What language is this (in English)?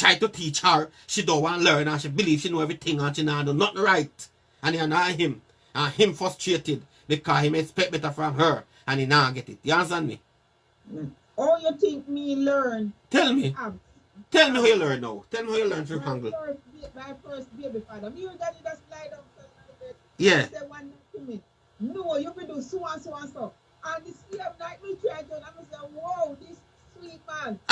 Jamaican Creole English